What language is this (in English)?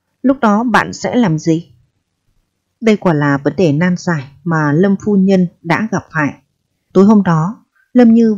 Vietnamese